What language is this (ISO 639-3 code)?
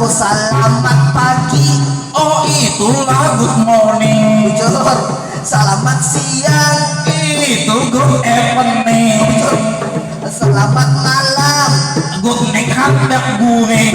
bjn